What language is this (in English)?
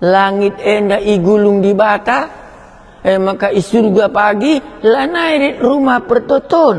Batak Karo